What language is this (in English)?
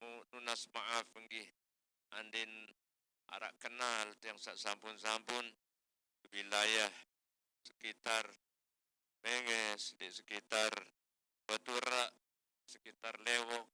Sasak